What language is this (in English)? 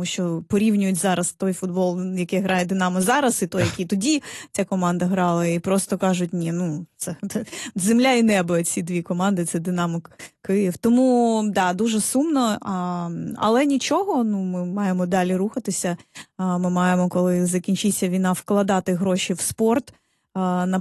Ukrainian